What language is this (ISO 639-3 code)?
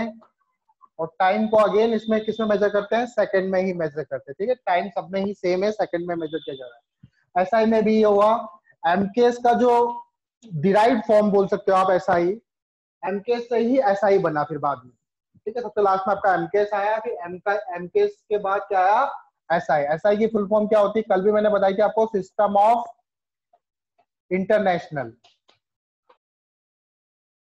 hin